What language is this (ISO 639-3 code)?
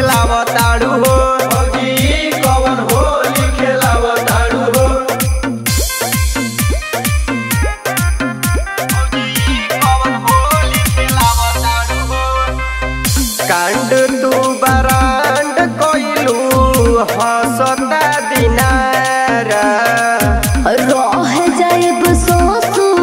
bho